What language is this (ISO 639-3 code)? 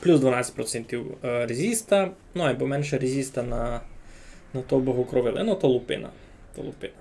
rue